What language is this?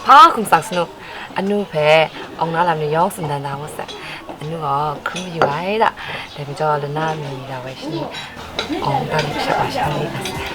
Kachin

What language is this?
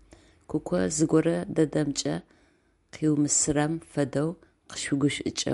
Adyghe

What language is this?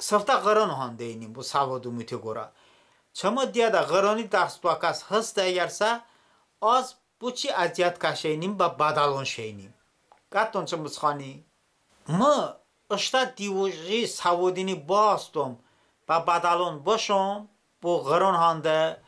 Talysh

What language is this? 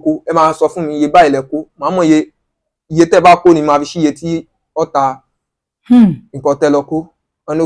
Yoruba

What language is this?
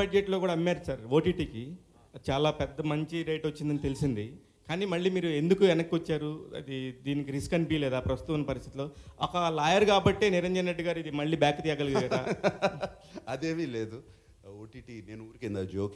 Telugu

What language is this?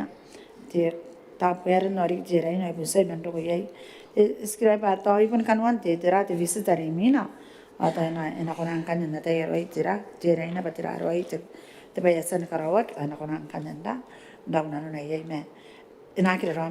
Gilbertese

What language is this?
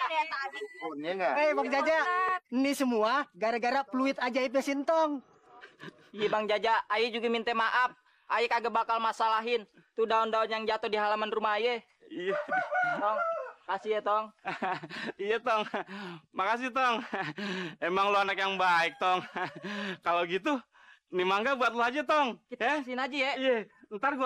Betawi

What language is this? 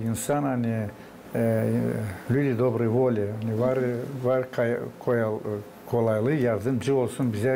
Gagauz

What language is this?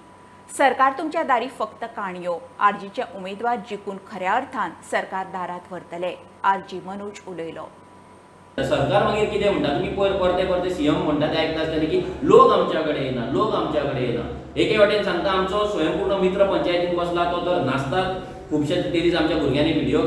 Konkani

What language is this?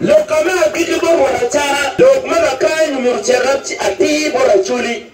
Acoli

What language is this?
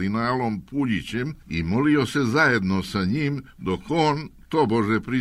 Serbian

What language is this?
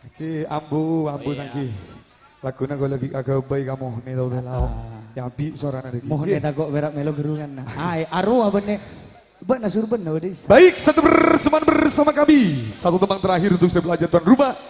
Madurese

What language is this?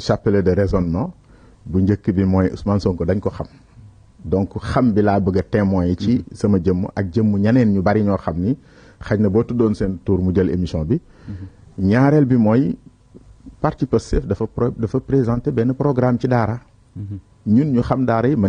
Wolof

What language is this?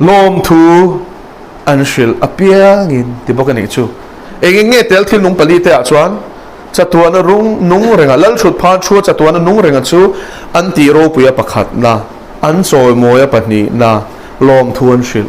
Mizo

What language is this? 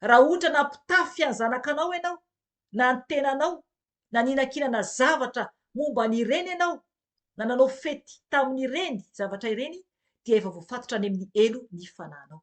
Malagasy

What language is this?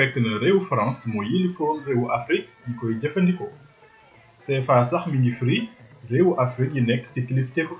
Wolof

